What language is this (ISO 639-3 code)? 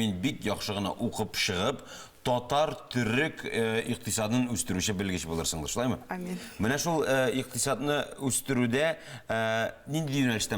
tat